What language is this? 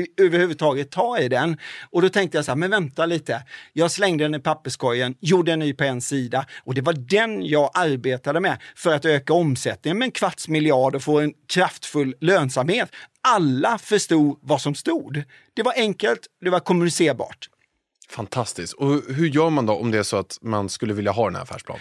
Swedish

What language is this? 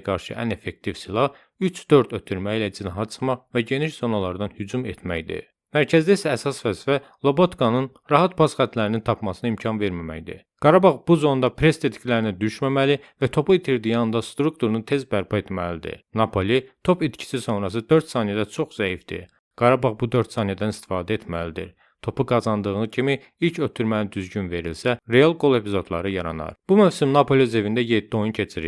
Azerbaijani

